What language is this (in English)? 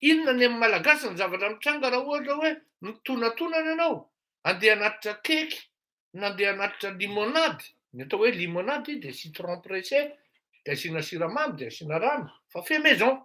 Malagasy